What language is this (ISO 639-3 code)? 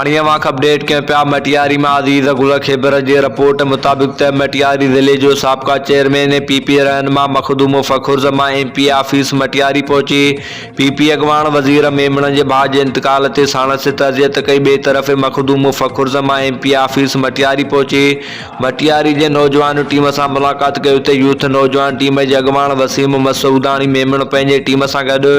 snd